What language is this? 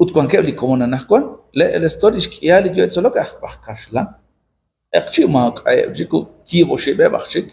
Kekchí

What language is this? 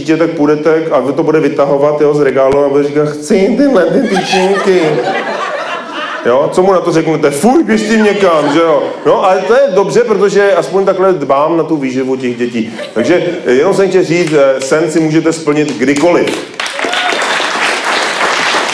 Czech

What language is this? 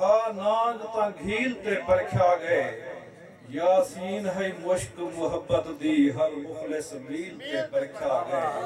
Saraiki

